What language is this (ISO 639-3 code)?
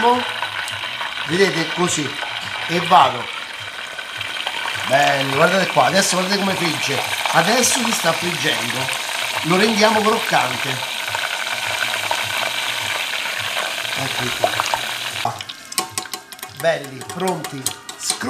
ita